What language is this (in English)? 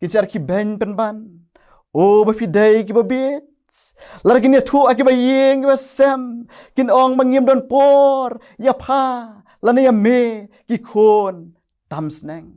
Khasi